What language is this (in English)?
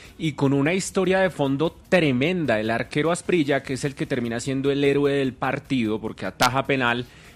Spanish